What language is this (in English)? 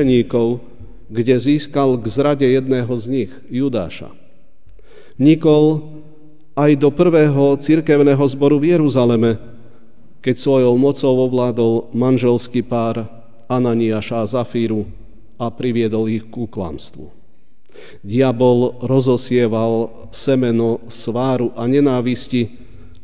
Slovak